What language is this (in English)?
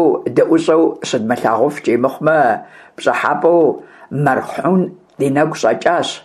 Kabardian